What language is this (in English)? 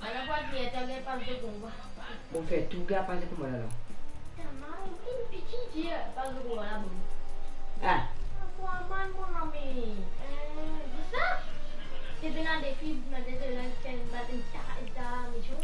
Morisyen